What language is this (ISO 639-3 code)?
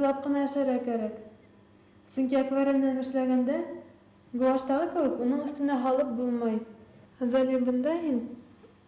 bak